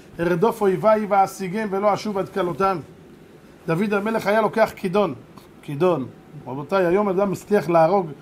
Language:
Hebrew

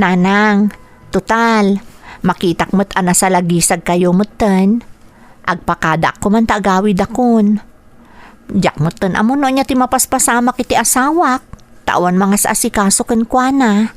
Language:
Iloko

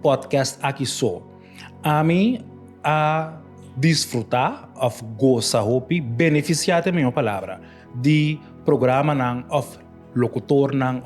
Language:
Papiamento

